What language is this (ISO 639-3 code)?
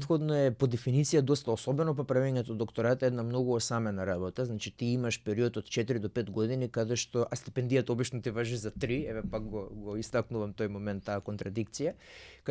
mkd